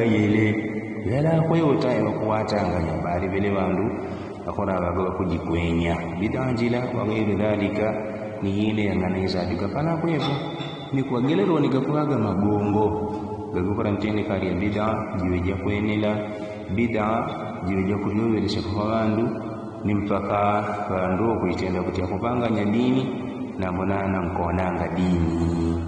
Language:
Yao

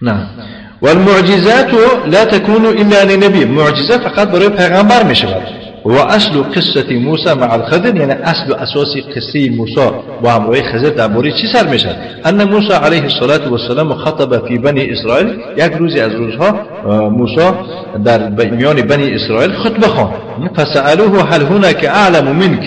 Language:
Tajik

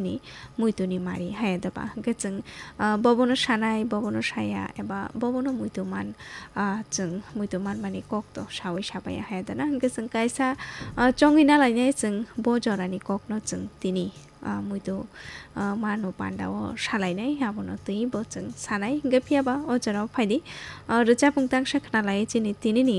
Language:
Kok Borok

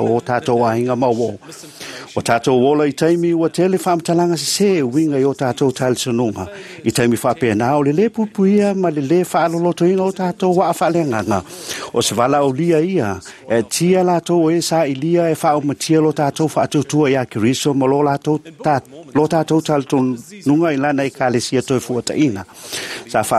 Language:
Samoan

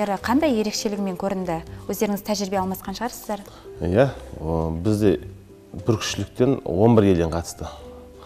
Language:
Kazakh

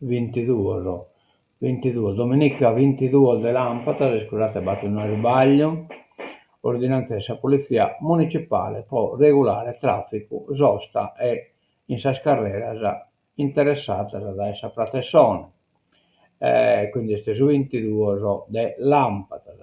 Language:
Sardinian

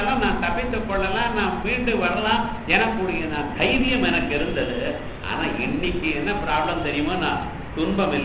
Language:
Tamil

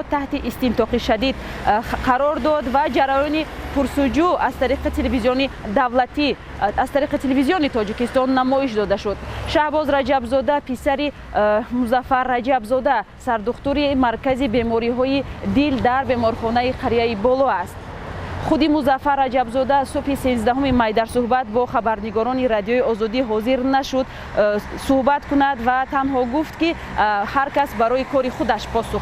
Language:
Tajik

